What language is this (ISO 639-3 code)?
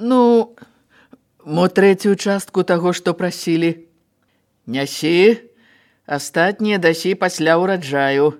bel